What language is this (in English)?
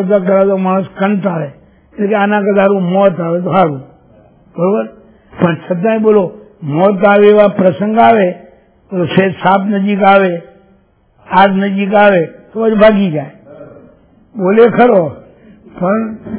Gujarati